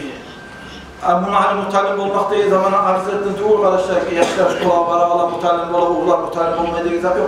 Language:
Kumyk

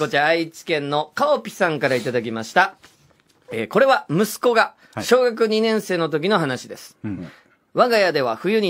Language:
Japanese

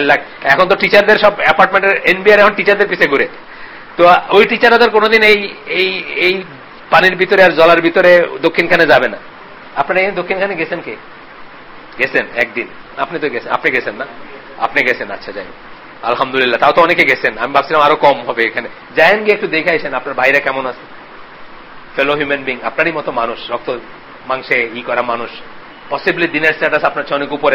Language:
Bangla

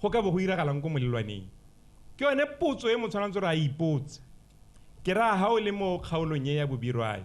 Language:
Tswana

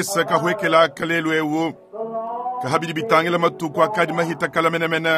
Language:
Luba-Lulua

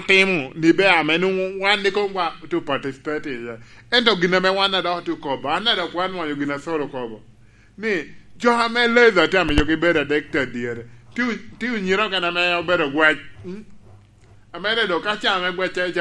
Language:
Lango (Uganda)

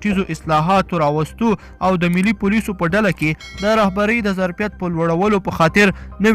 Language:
Pashto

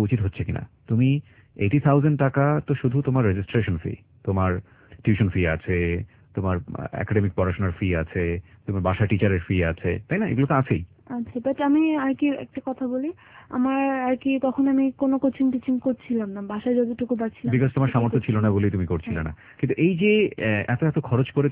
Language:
Bangla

